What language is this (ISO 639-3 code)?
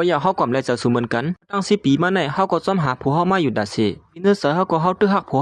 shn